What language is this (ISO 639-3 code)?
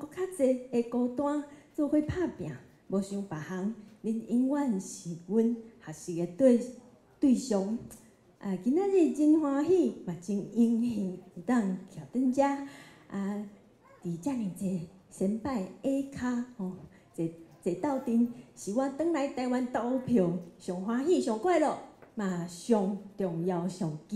nan